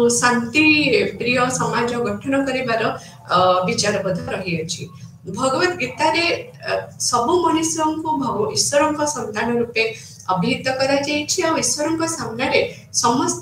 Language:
Odia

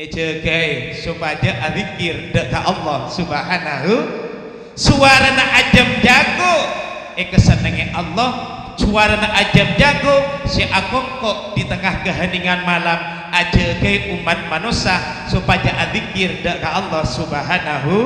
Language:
Madurese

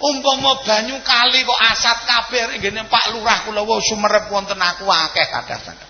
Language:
Javanese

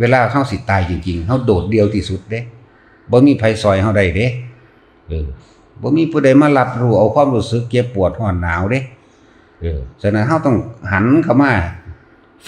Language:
Northeastern Thai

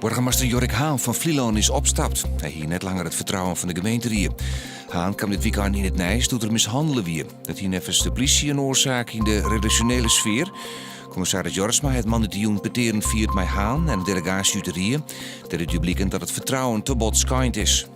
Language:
Western Frisian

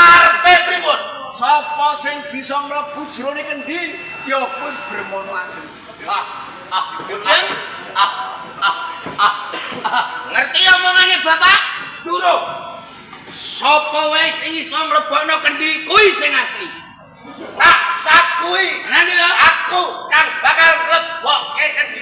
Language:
Javanese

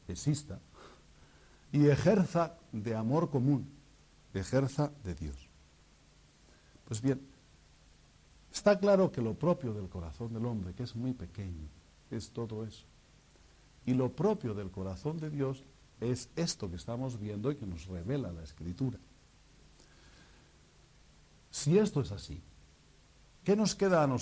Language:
Spanish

